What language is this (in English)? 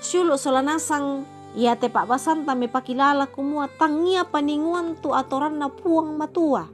Toraja-Sa'dan